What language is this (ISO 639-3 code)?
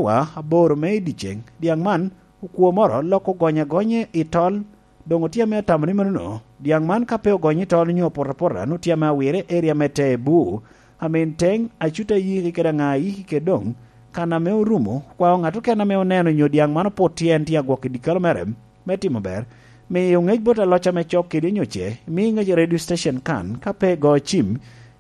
laj